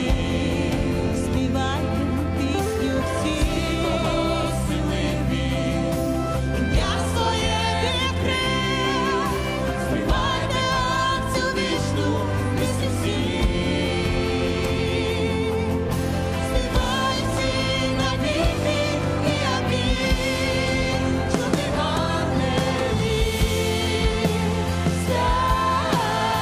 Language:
Ukrainian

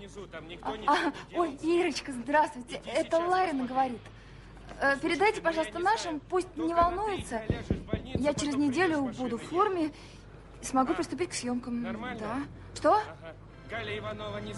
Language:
Russian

